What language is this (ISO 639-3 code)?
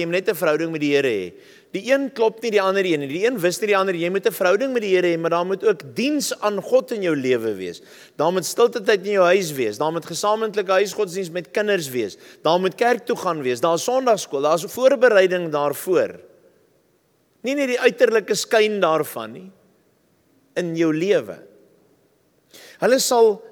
afr